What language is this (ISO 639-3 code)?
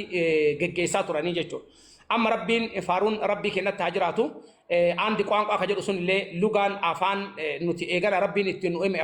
orm